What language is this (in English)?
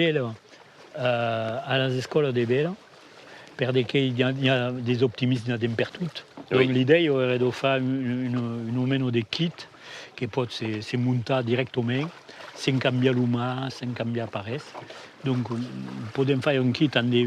Occitan